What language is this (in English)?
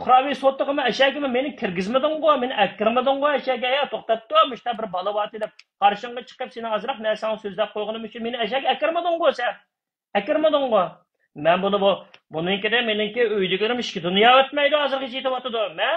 Uyghur